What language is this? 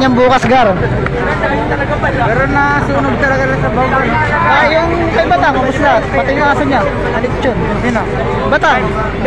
Filipino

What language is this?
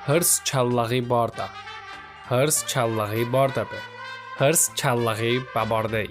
Talysh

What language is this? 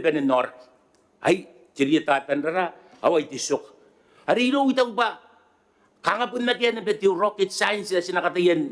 Gilbertese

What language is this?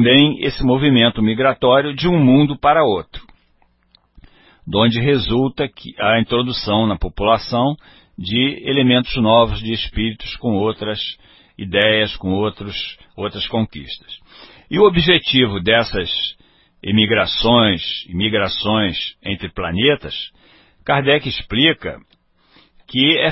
Portuguese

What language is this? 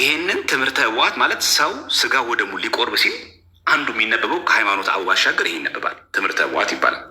Amharic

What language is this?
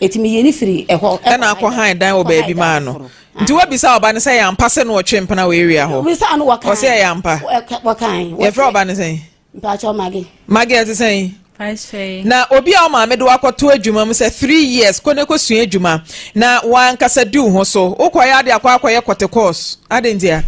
Akan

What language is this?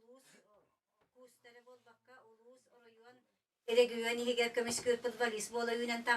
Yakut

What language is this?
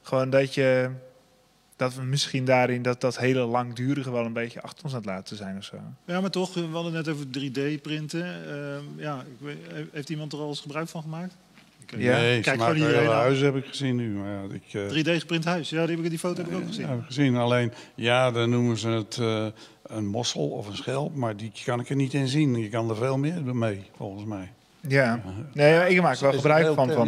Dutch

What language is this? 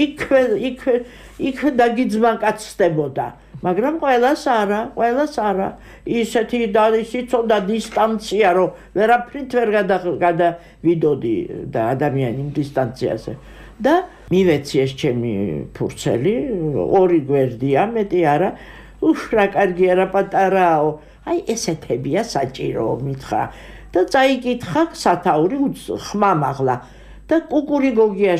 Georgian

